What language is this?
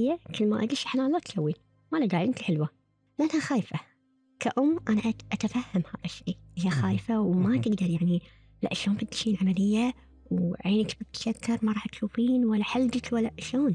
Gulf Arabic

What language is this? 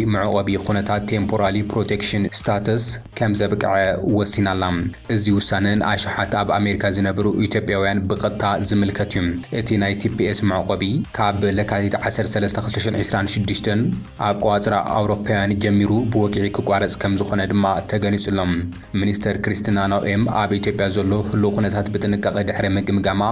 Tigrinya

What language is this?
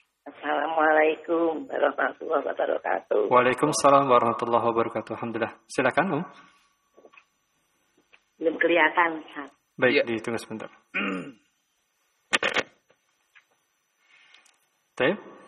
Indonesian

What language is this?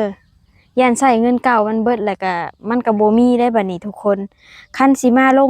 Lao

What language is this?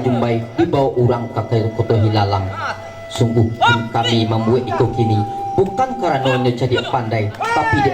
Minangkabau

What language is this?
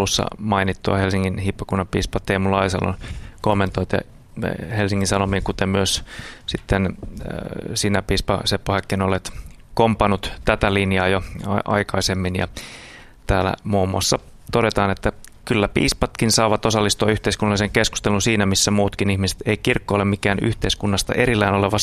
Finnish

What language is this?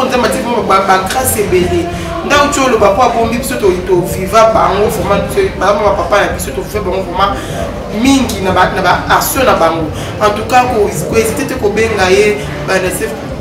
Lingala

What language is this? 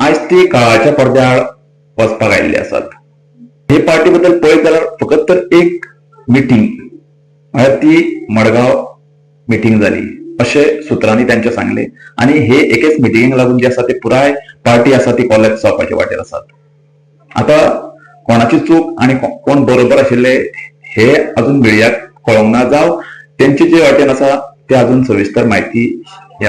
Konkani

